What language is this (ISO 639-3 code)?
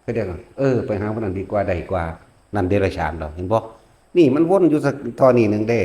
tts